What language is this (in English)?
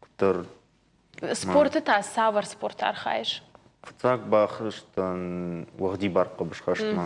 Ossetic